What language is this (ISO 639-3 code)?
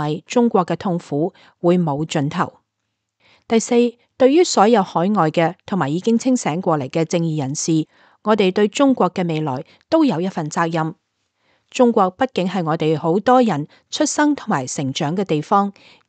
yue